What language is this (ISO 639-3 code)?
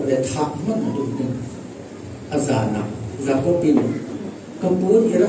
cfm